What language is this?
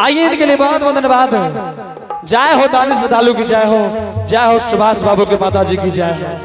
Angika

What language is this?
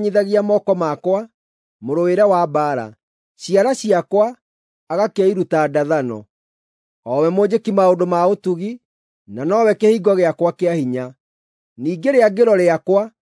Kikuyu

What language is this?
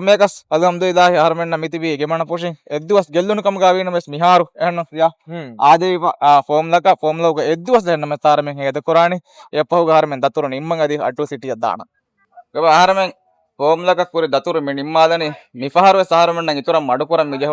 Divehi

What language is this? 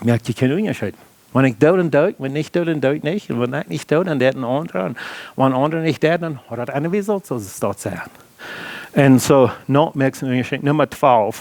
Plautdietsch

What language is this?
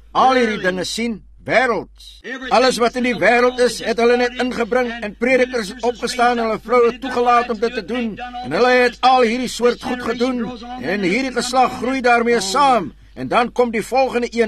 Afrikaans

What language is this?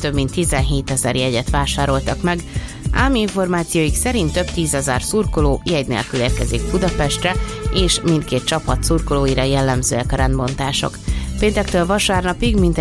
Hungarian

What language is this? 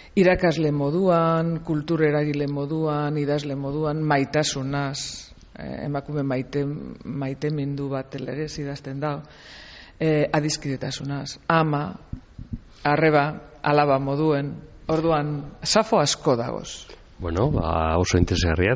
Basque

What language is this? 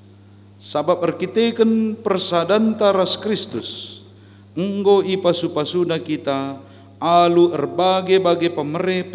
Batak Karo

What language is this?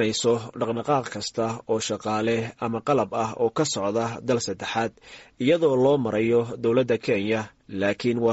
Somali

